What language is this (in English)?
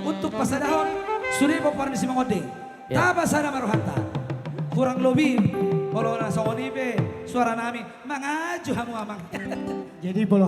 Batak Toba